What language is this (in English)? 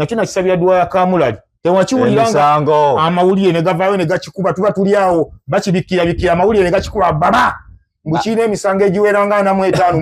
Ganda